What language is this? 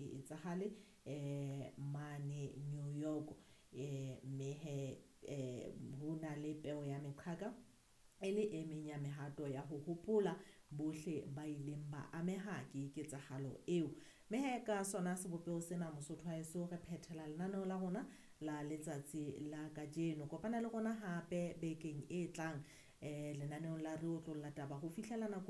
Southern Sotho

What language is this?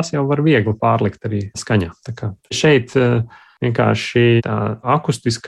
Latvian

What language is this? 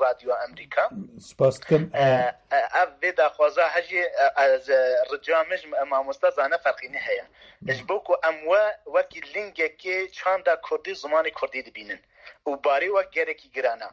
Kurdish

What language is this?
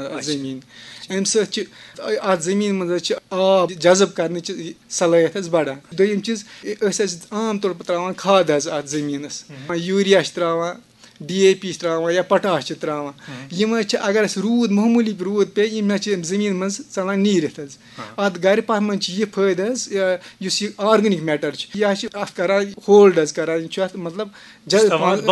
Kashmiri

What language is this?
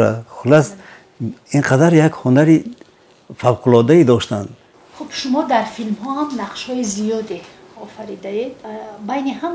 Tajik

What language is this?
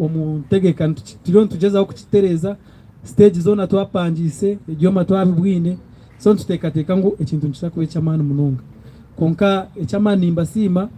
Nyankole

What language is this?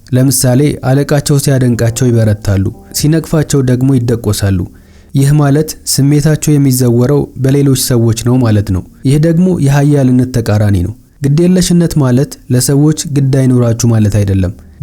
Amharic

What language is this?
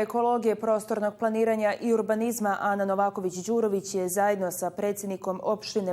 Bosnian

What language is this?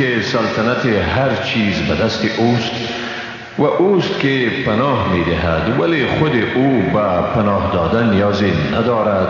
Tajik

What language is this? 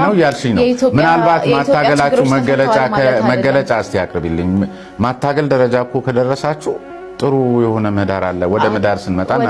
Amharic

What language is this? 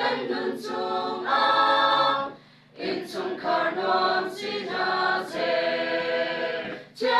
Hakha Chin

